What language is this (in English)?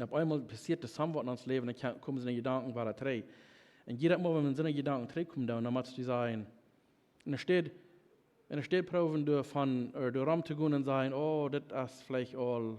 Plautdietsch